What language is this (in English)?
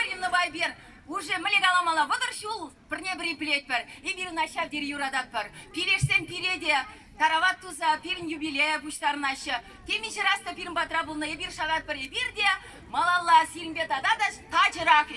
Chuvash